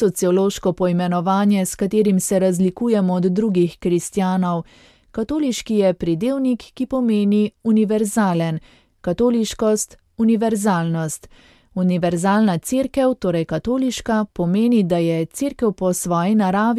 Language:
Slovenian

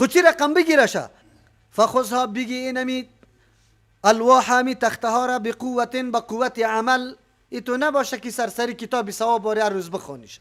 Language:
Persian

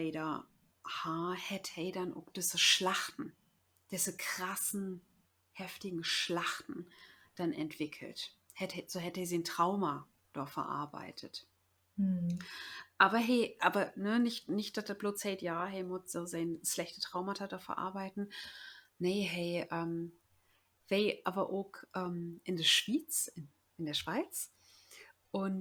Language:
Low German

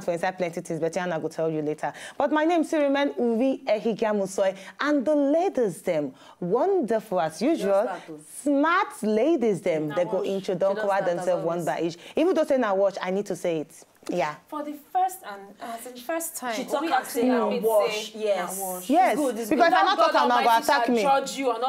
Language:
Nigerian Pidgin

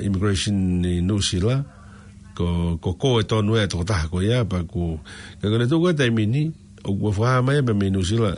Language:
Tongan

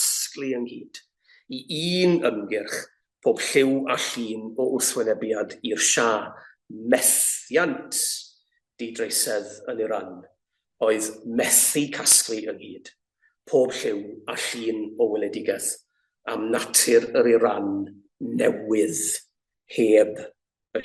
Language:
Welsh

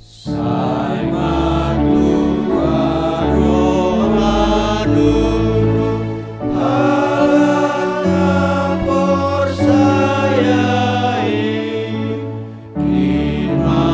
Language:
Batak Simalungun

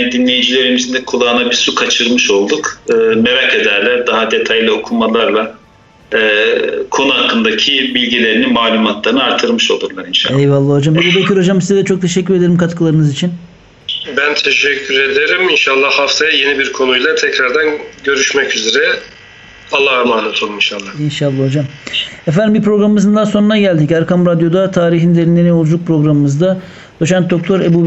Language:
Turkish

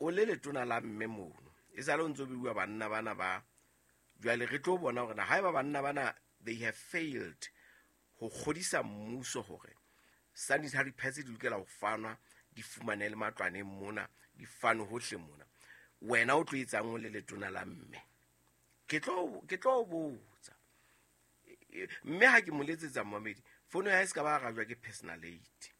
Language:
Southern Sotho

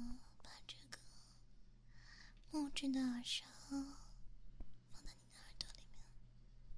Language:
Chinese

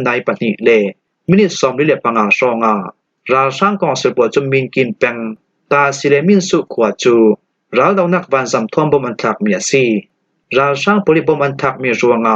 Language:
Falam Chin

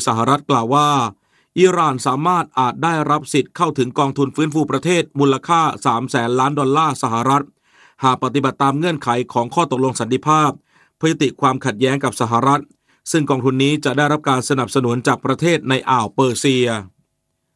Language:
Thai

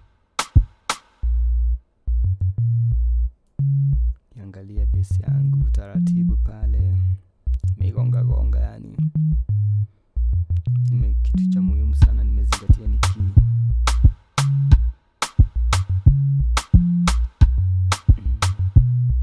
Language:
Swahili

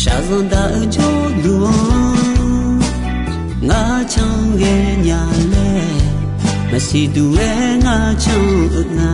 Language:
Akha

